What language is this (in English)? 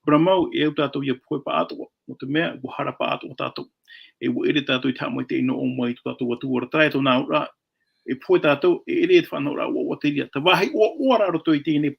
Tahitian